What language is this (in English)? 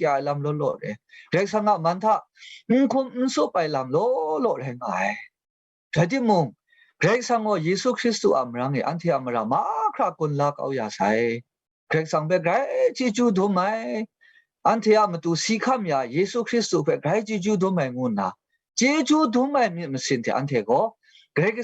Kachin